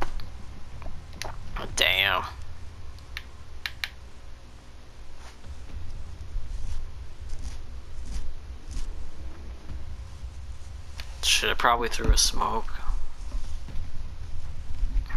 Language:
English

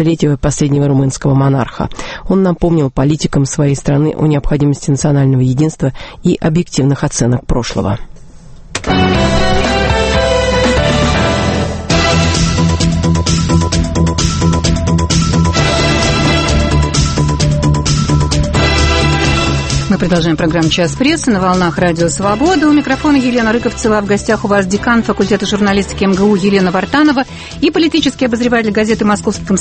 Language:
Russian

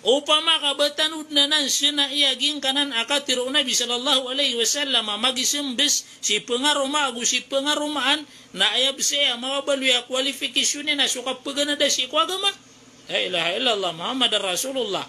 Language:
Maranao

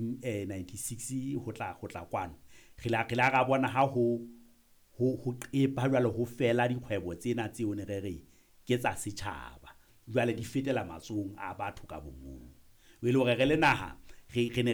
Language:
Southern Sotho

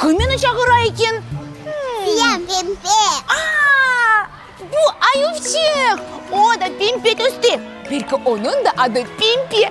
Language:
Crimean Tatar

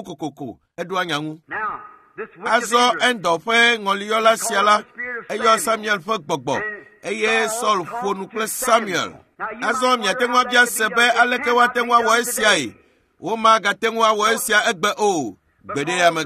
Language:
Ewe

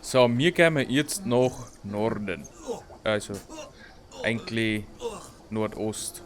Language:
Bavarian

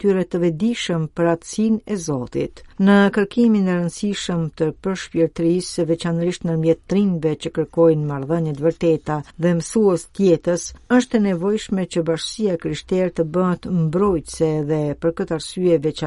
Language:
Albanian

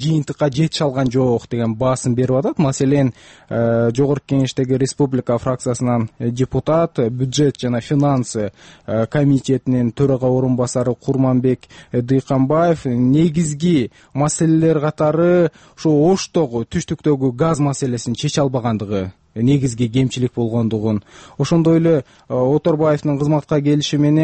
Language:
Kyrgyz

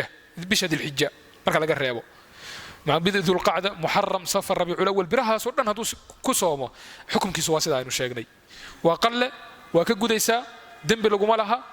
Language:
Somali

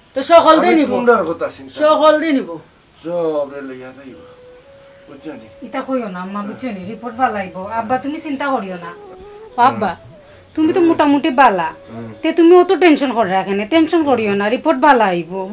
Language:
Sylheti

